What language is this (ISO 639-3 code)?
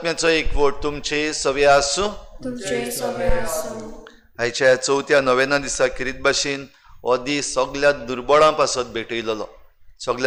kok